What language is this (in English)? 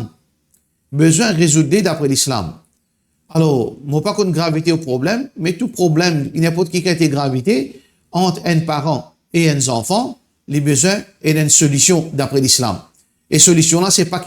Morisyen